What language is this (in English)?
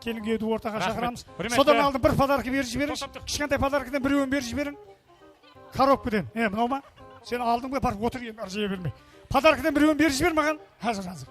Kara-Kalpak